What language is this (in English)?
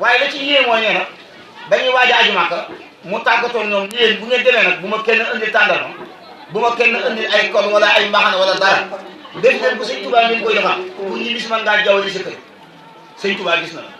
Wolof